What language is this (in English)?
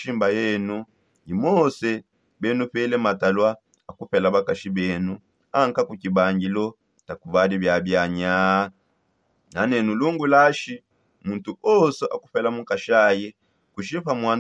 Songe